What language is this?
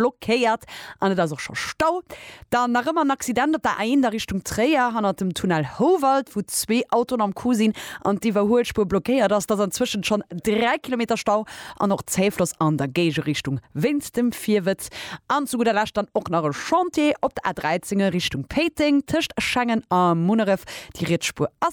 Luxembourgish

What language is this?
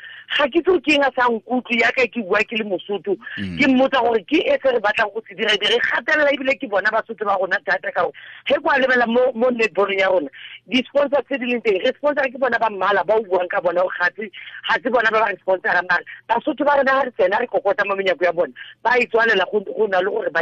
Tswana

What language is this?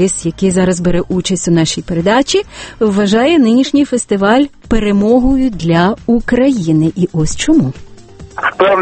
Ukrainian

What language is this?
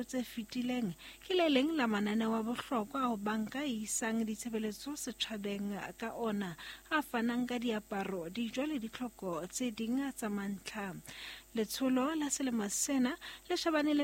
Southern Sotho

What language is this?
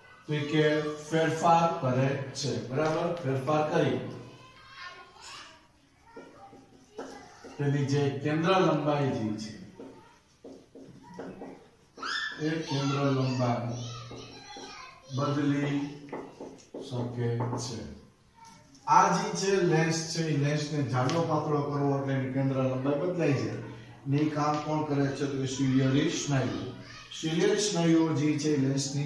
Gujarati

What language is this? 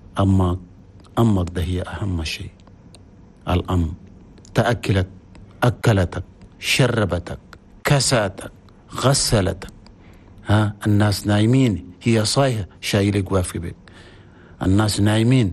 Chadian Arabic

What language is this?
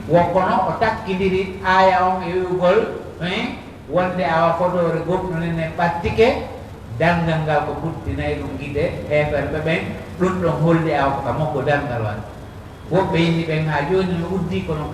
Pular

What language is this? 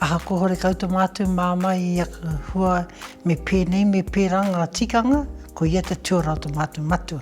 Māori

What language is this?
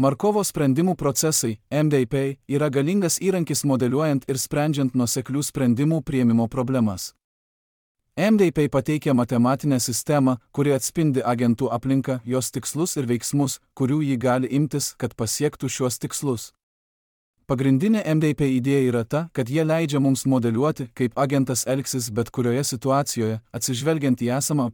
Lithuanian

